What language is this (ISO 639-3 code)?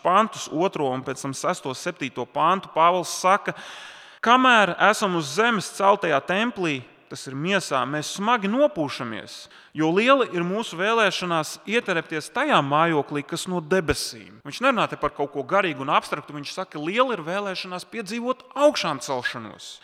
lav